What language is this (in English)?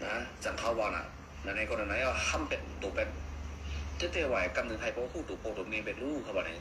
Shan